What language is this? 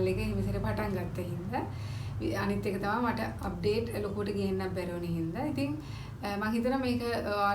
Sinhala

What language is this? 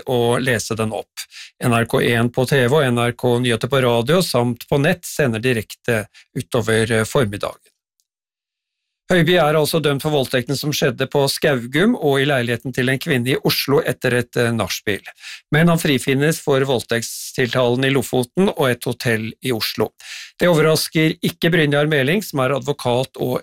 Norwegian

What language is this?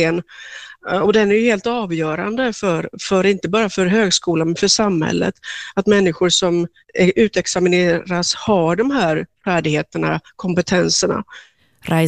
Swedish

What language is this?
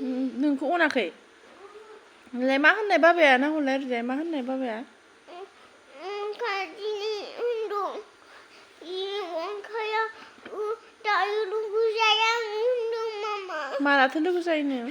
Bodo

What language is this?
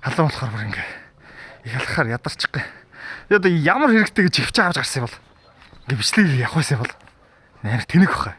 Mongolian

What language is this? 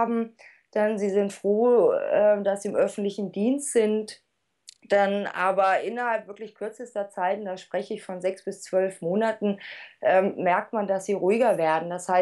German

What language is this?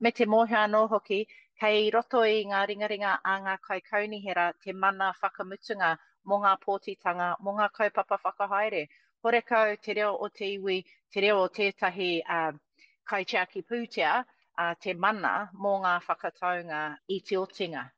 Māori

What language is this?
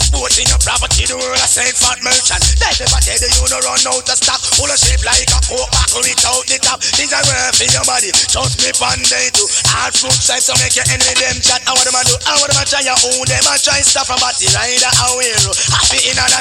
Jamaican Creole English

